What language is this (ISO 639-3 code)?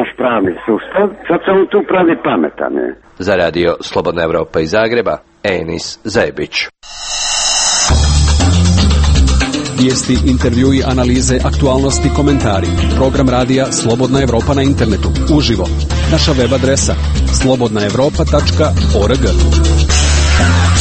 hrv